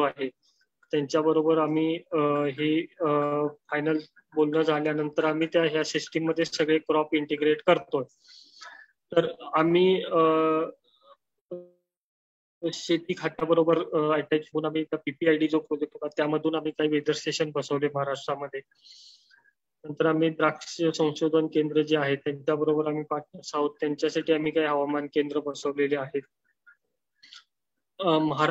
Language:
Marathi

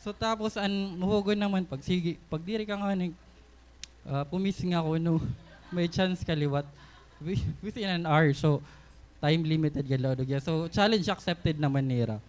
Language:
Waray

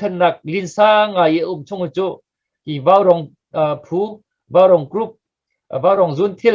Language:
Hakha Chin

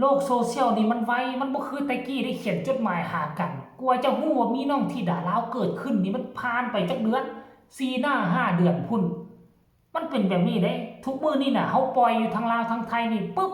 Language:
Lao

